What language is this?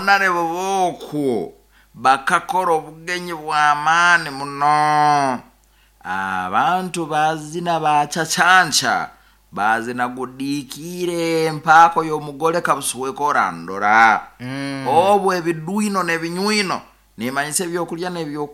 Nyoro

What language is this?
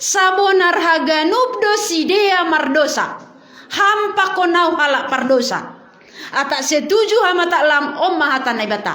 Batak Simalungun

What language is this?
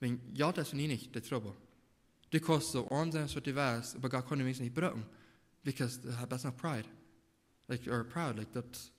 Plautdietsch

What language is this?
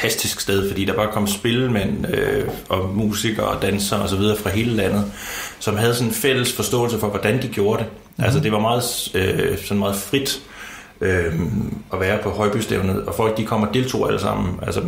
Danish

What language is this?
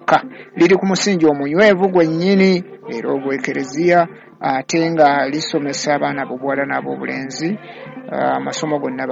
Ganda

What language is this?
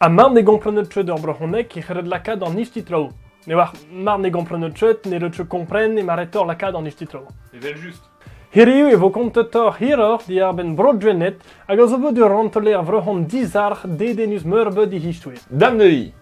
Breton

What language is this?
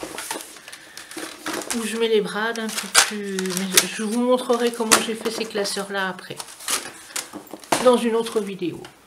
French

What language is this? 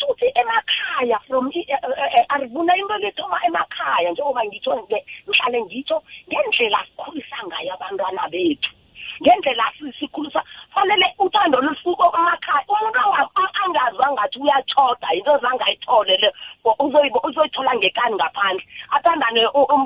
South Ndebele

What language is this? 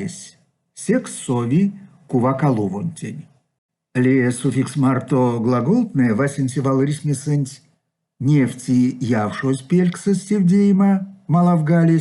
Erzya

